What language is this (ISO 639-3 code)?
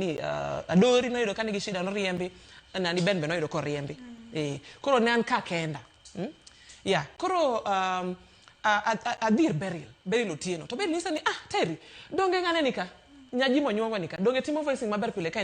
luo